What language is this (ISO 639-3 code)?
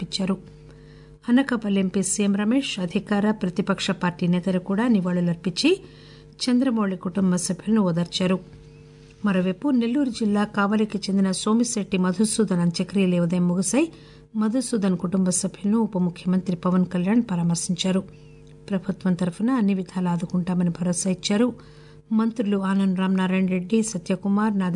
tel